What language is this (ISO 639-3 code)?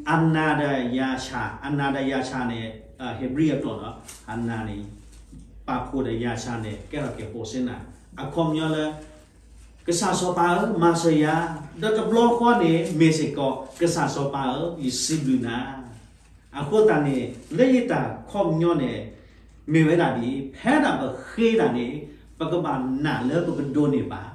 ksw